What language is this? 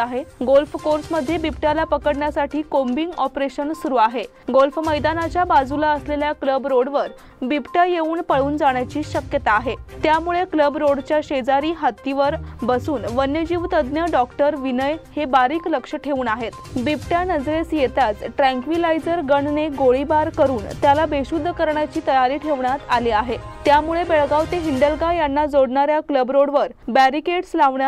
Marathi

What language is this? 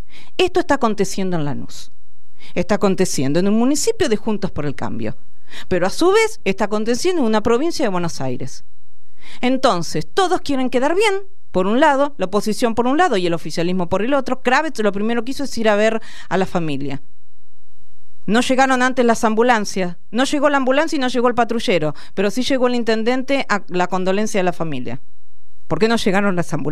Spanish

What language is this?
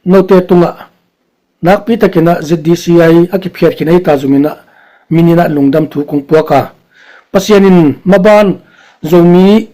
Tedim Chin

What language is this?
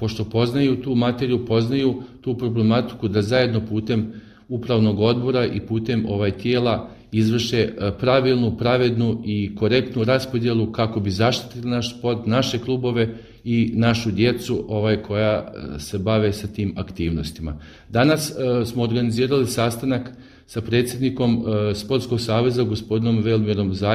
Bosnian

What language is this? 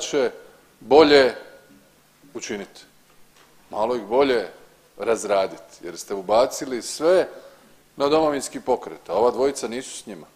Croatian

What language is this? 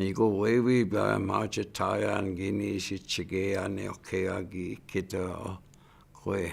Chippewa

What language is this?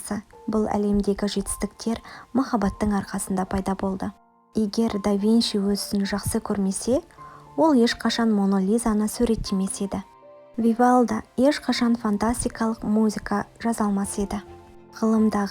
Kazakh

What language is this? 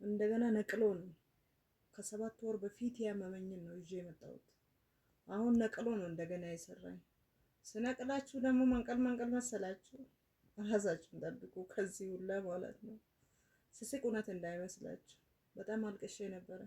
Amharic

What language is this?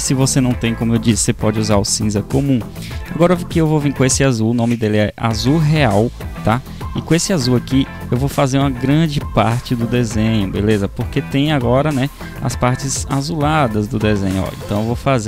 Portuguese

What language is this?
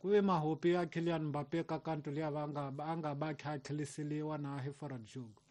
Tsonga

